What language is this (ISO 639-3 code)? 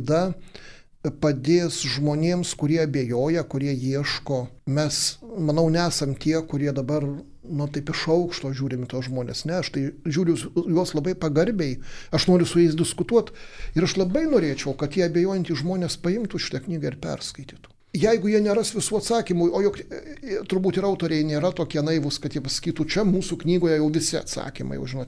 lit